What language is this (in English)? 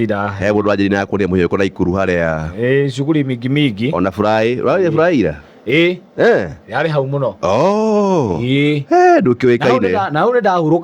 Kikuyu